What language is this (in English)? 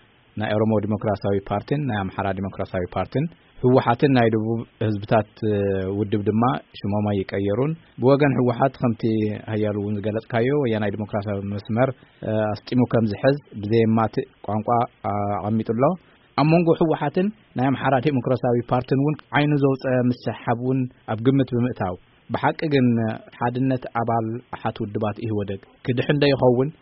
Tigrinya